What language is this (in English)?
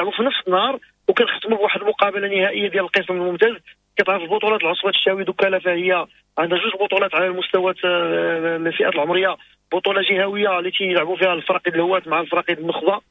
Moroccan Arabic